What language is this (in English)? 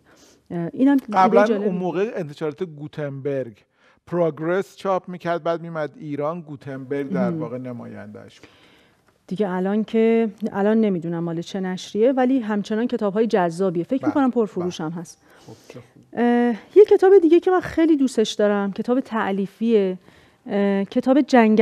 Persian